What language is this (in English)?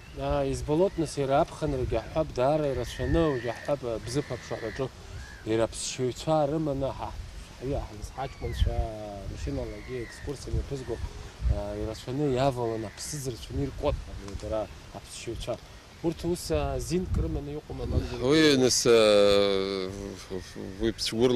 Abkhazian